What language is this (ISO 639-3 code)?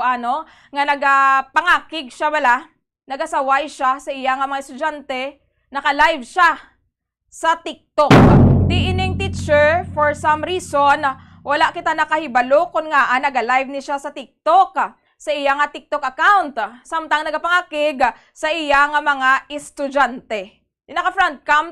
hil